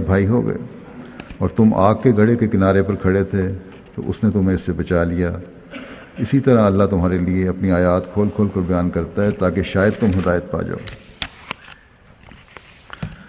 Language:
Urdu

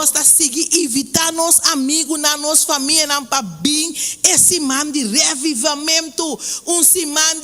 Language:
Papiamento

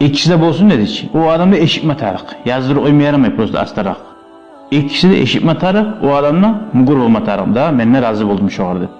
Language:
Kumyk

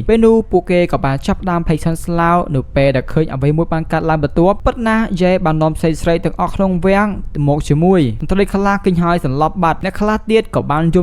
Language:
Khmer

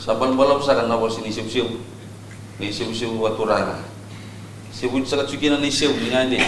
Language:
Fijian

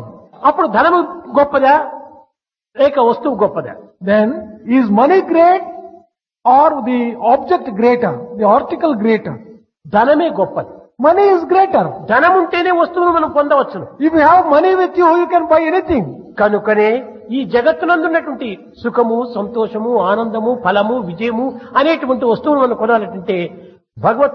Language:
Telugu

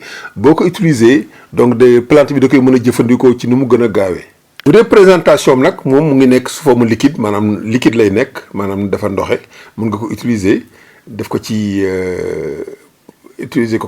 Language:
Wolof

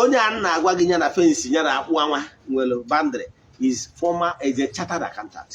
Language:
Igbo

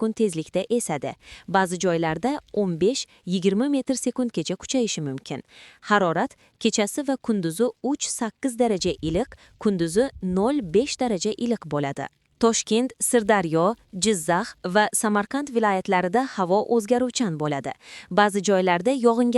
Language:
Uzbek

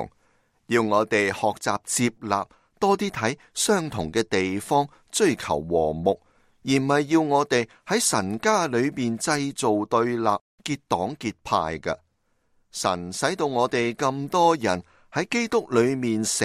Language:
Cantonese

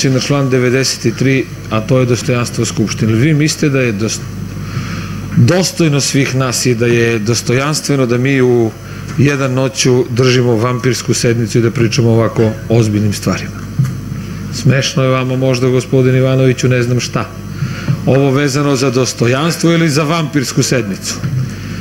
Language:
Serbian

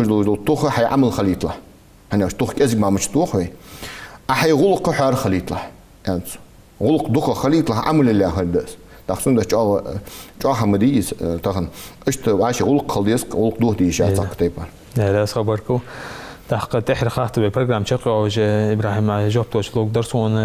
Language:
Ingush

